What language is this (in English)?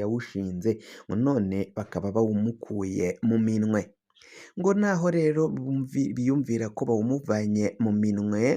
Rundi